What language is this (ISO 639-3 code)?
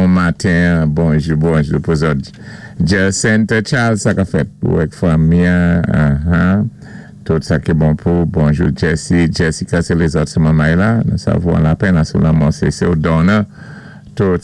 acf